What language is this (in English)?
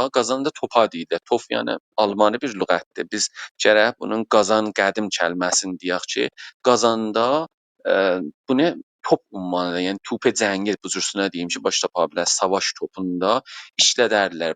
South Azerbaijani